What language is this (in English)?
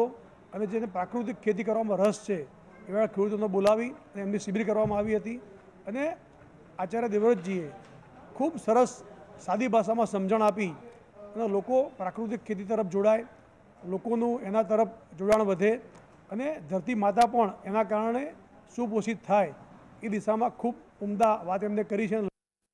Gujarati